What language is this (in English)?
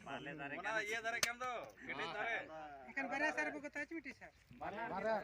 Santali